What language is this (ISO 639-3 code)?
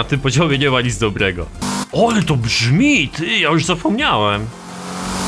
pol